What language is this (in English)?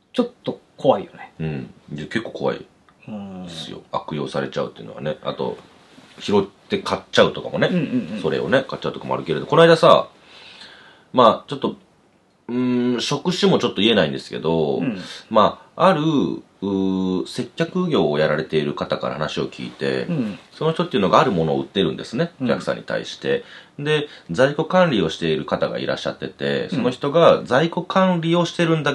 Japanese